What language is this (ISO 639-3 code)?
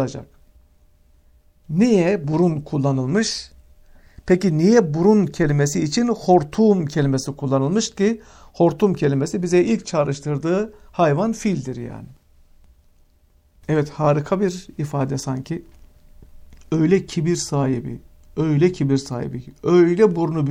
tur